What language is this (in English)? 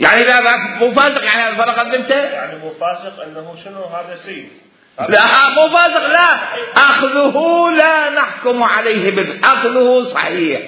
Mesopotamian Arabic